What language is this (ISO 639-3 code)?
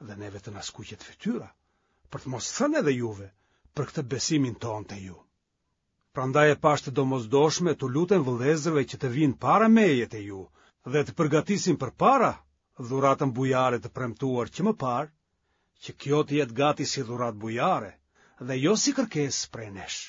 sqi